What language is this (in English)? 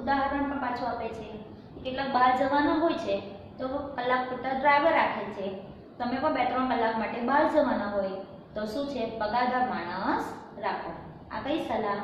Gujarati